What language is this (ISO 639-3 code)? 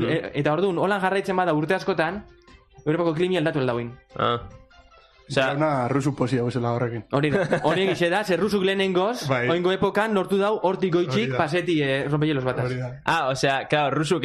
eus